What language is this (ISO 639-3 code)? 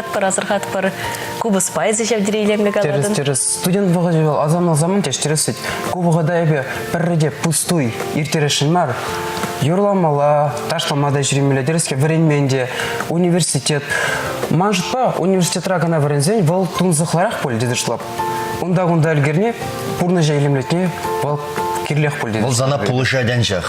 chv